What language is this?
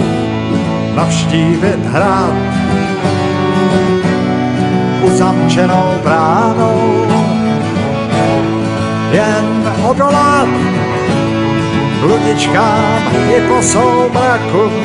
Czech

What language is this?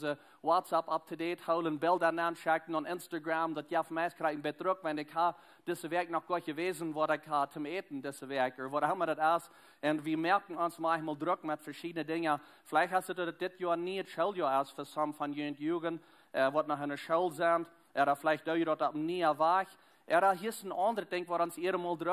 Plautdietsch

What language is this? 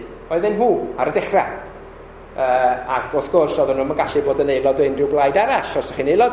Welsh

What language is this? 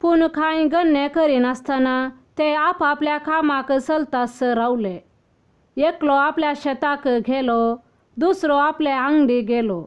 Konkani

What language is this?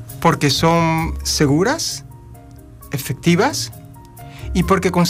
Spanish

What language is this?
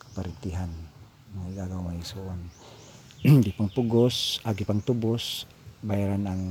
Cebuano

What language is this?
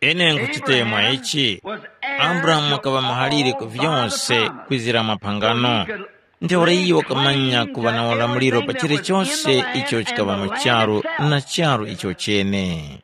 Tumbuka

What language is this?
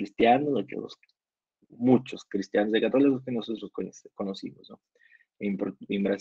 Spanish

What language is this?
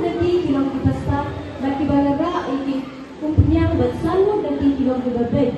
Khasi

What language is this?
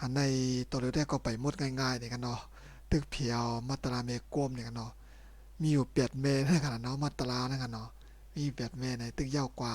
Shan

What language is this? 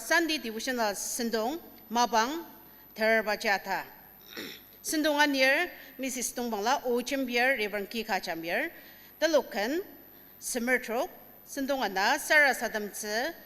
Ao Naga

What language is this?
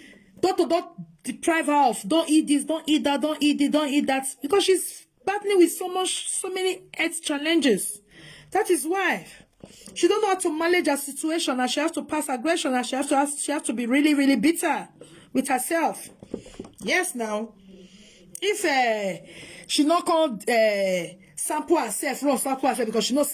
Nigerian Pidgin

